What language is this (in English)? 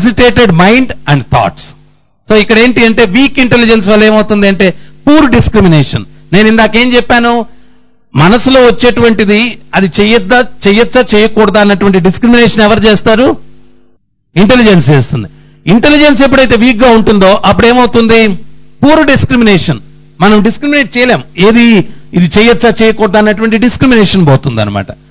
Telugu